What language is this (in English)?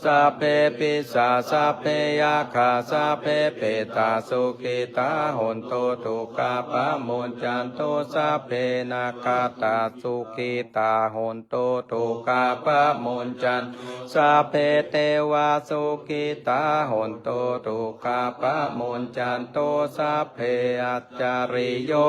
Pali